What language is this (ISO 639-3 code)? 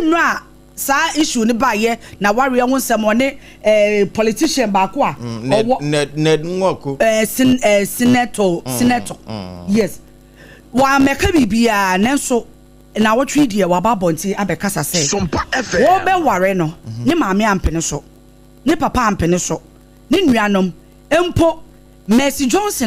aka